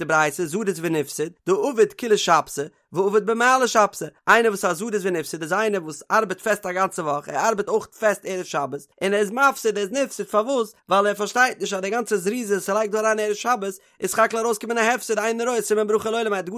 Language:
Yiddish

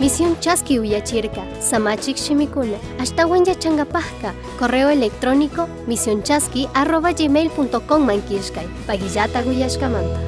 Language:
Chimborazo Highland Quichua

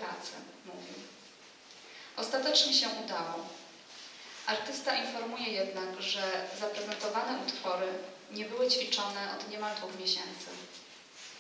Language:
Polish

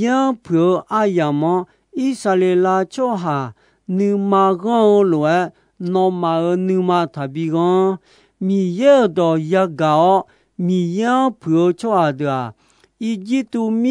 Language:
Akha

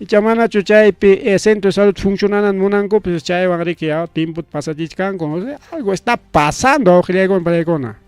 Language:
Ayacucho Quechua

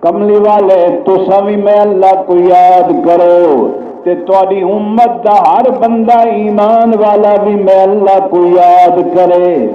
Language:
Saraiki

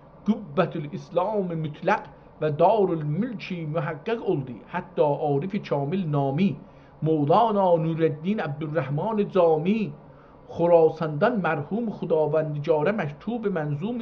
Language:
South Azerbaijani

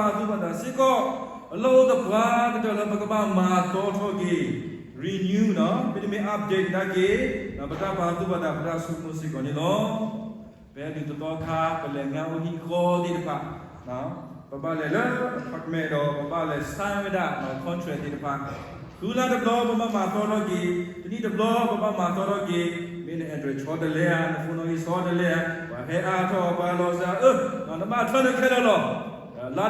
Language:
S'gaw Karen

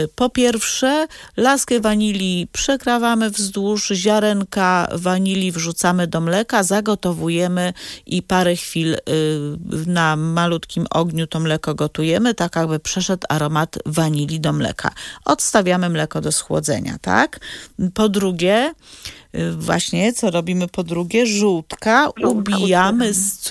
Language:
Polish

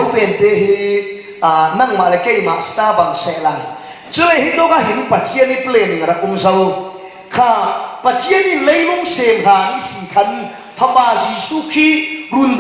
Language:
Falam Chin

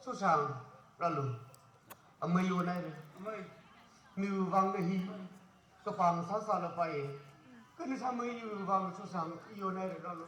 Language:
Tangkhul Naga (India)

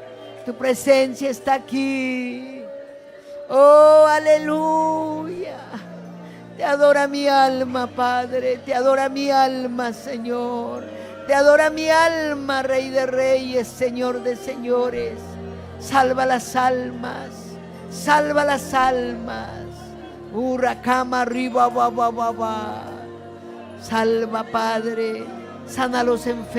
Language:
Ayacucho Quechua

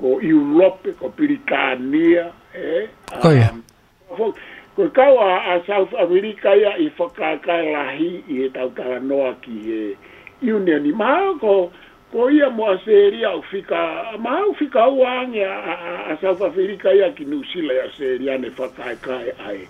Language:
Tongan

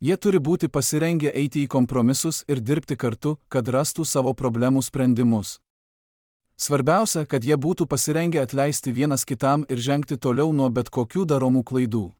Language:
Lithuanian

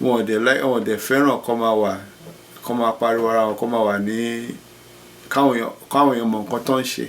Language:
Yoruba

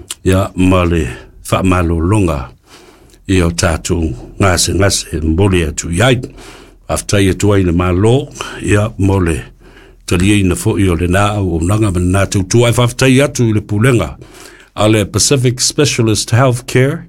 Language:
Samoan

